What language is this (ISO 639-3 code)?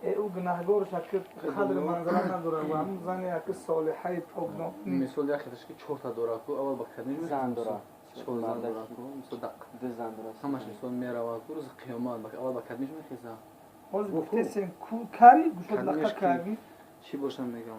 tgk